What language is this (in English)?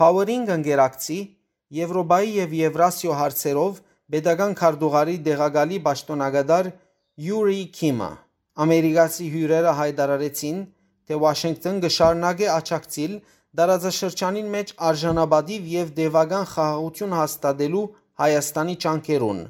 Western Armenian